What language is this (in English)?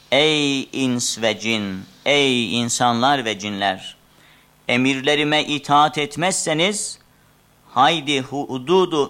Turkish